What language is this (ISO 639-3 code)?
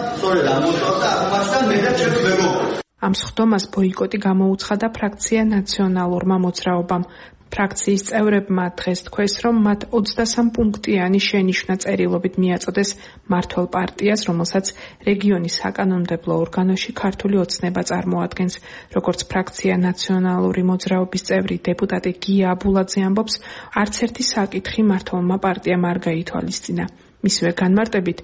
kat